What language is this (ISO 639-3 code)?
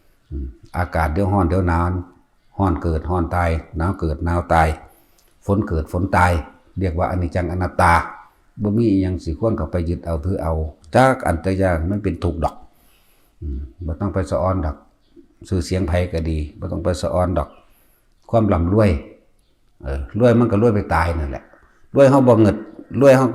tts